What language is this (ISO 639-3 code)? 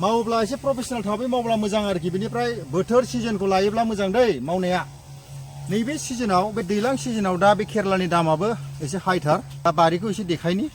brx